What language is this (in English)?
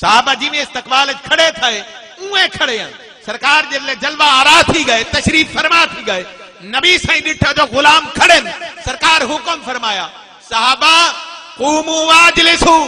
Saraiki